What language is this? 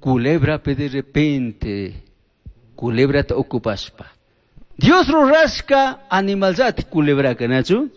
Chimborazo Highland Quichua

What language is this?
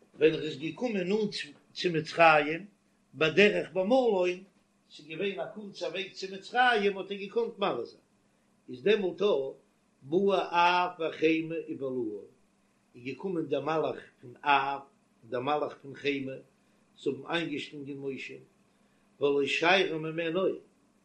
Yiddish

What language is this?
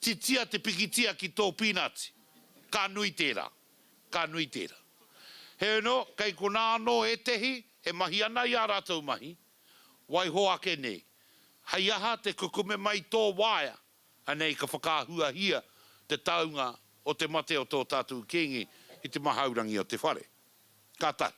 Māori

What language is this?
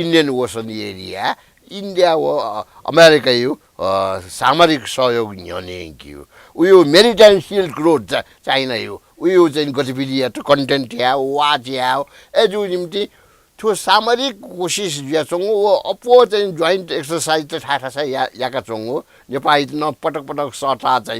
Newari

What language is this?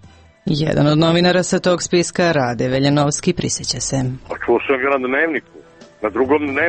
Serbian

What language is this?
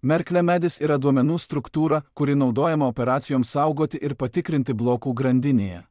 Lithuanian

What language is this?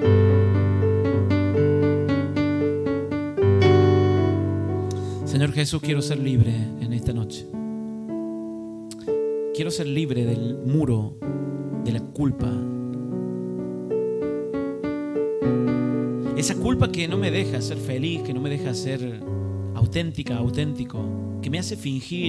Spanish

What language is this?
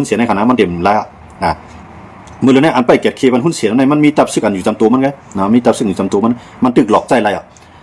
Shan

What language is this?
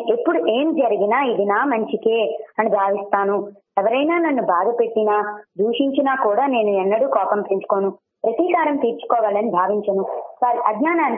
Telugu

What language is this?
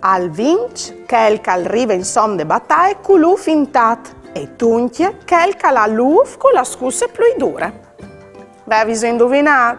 Friulian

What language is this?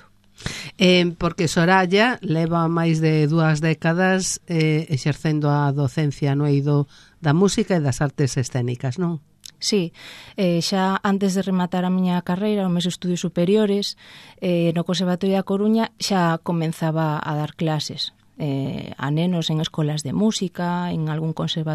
Galician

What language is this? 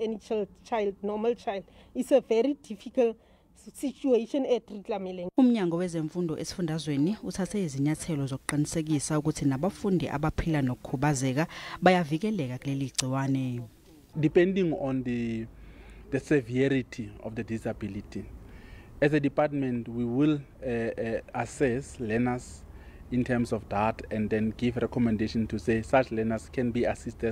Zulu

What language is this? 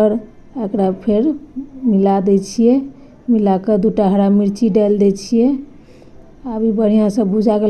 Maithili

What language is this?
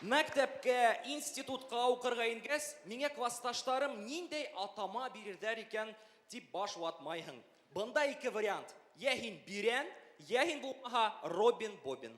Bashkir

